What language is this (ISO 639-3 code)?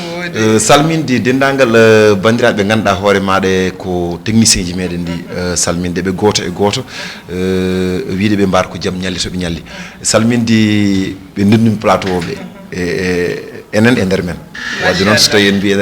ful